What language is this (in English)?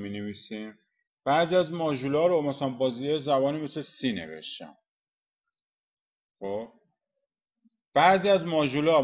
Persian